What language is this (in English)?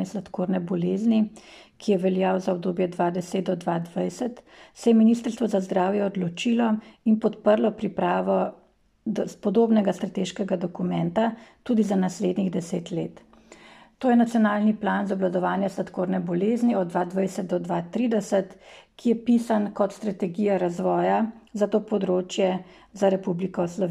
Slovenian